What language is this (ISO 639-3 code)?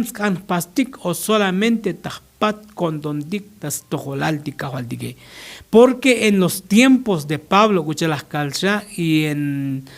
tzo